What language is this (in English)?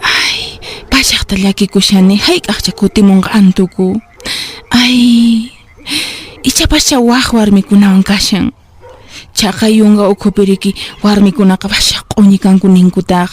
Quechua